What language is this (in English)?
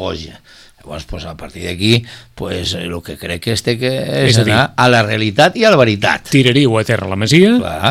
Catalan